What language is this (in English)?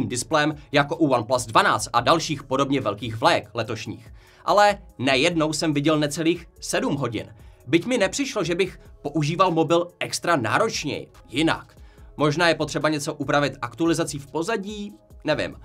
Czech